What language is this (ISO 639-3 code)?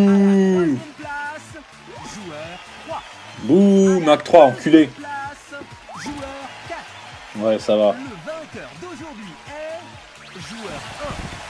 fra